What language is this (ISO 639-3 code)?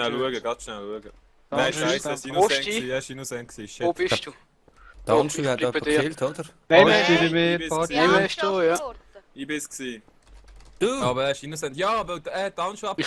gsw